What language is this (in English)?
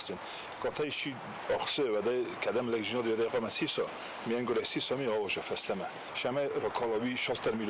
Ossetic